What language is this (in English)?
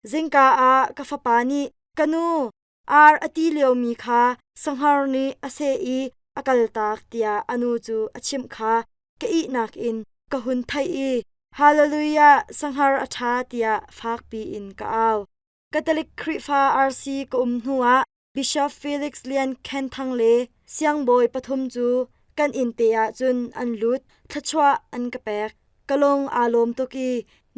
Hakha Chin